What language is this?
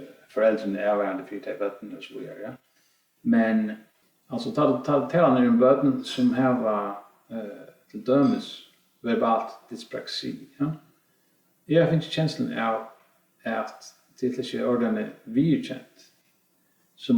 Faroese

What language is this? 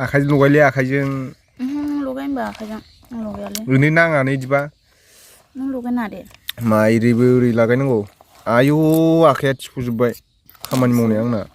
Bodo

